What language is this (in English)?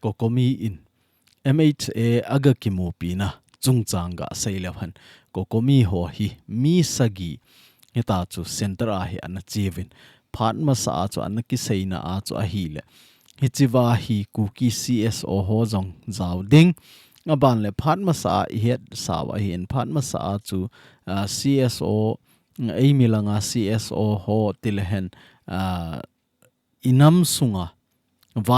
Thado Chin